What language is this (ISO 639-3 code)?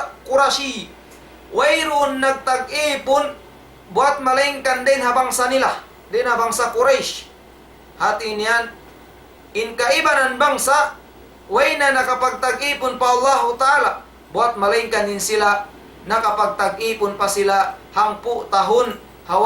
tsg